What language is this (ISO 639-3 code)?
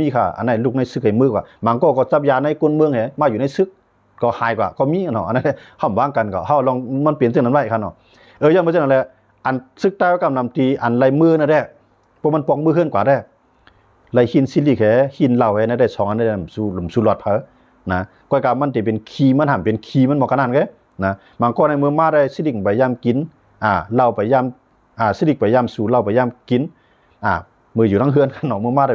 shn